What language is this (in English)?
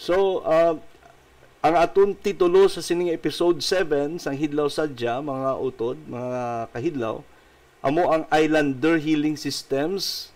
Hiligaynon